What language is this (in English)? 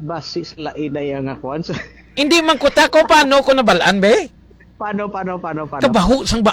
Hiligaynon